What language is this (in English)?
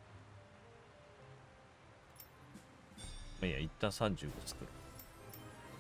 Japanese